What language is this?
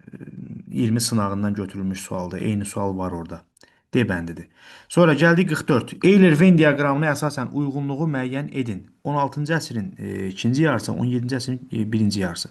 Azerbaijani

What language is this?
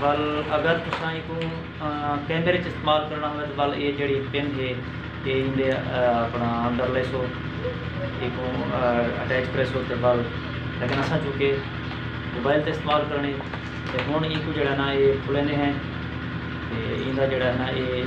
Saraiki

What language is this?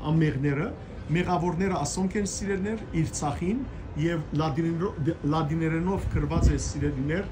Western Armenian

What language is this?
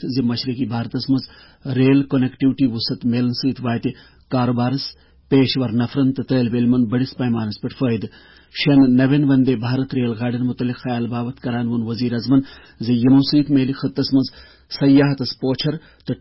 Kashmiri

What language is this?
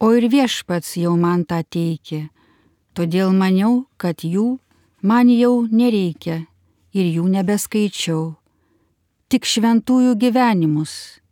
Lithuanian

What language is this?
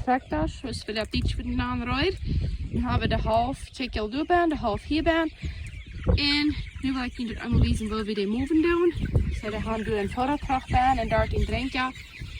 Plautdietsch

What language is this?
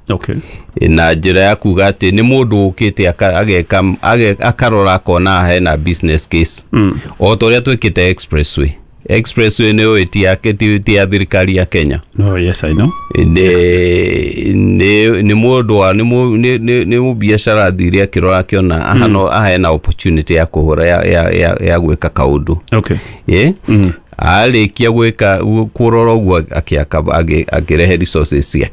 Kikuyu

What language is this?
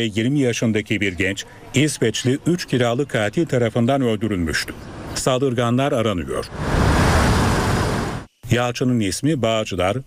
Turkish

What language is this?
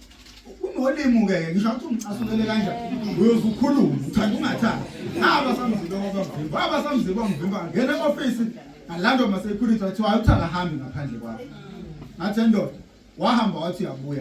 Zulu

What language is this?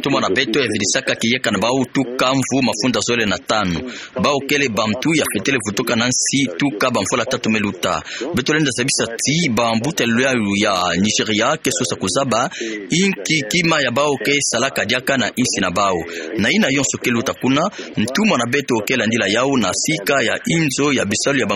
Kituba (Democratic Republic of Congo)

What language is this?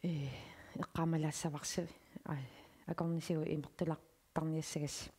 Kalaallisut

